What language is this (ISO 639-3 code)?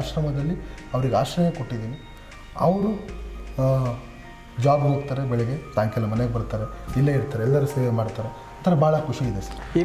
kan